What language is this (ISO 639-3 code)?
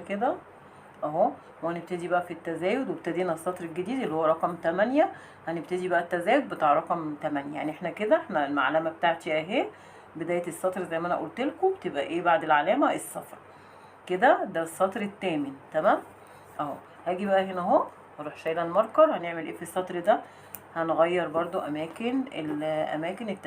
arz